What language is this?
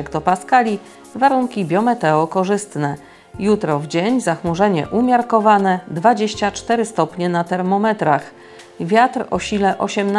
Polish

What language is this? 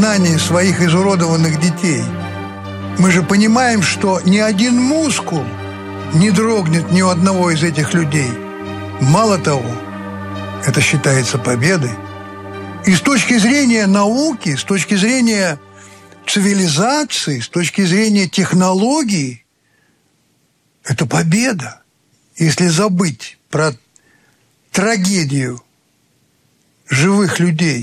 Russian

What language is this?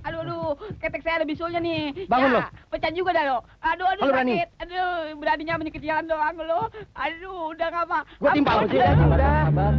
Betawi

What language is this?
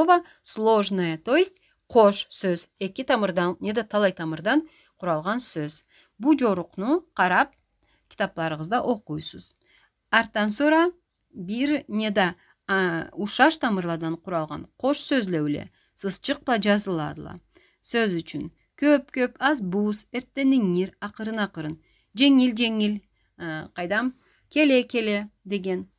Karachay-Balkar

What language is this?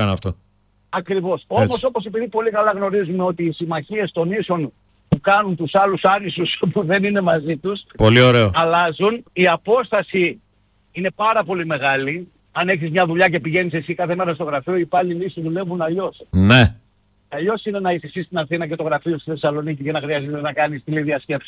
Greek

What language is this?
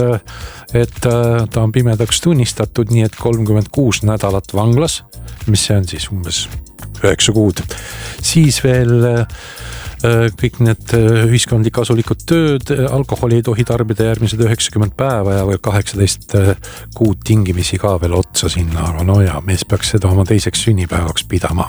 Estonian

